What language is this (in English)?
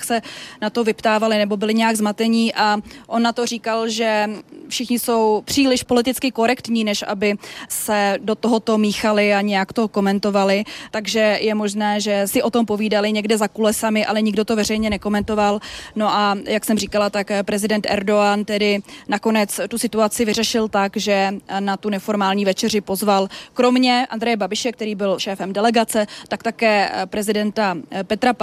Czech